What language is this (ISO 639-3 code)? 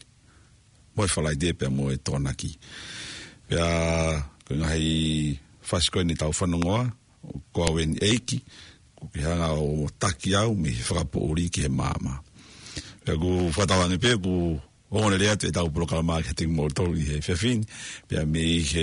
ton